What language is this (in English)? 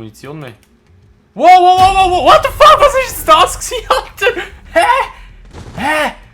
Swiss German